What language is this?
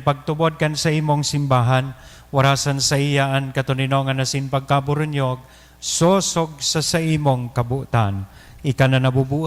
Bikol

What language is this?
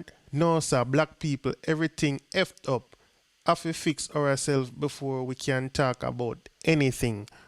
Jamaican Creole English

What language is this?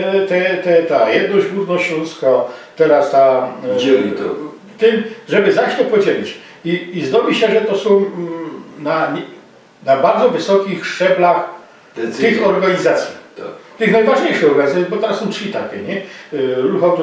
Silesian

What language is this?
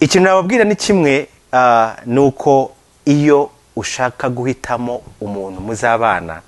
Kinyarwanda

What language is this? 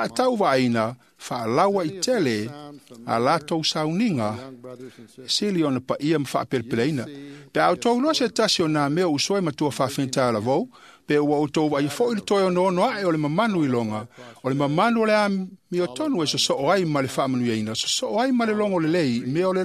Samoan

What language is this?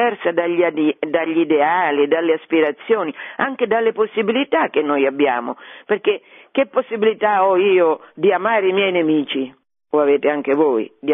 Italian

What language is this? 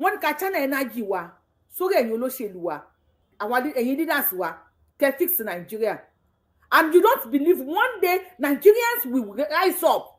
Yoruba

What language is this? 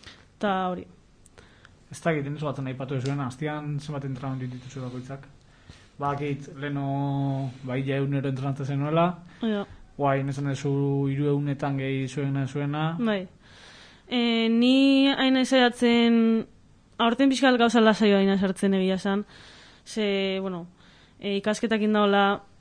Basque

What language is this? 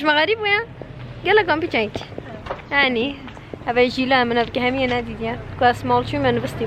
Kurdish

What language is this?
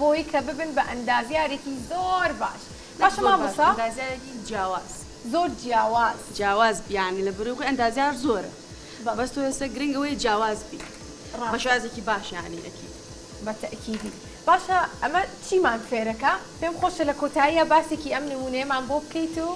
Central Kurdish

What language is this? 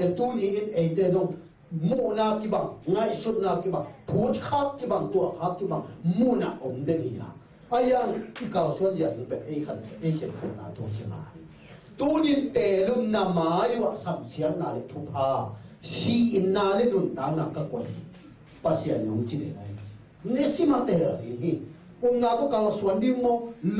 Tedim Chin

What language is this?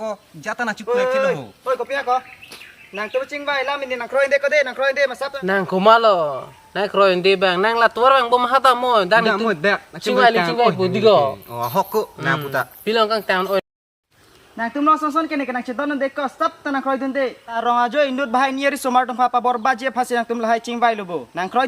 Karbi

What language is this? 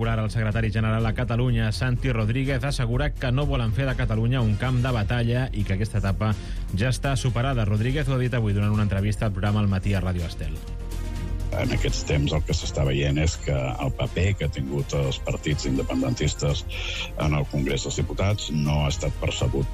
Catalan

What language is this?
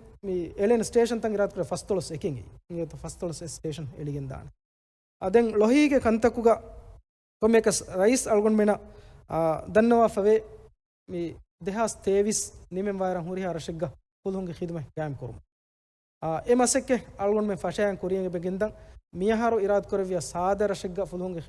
Divehi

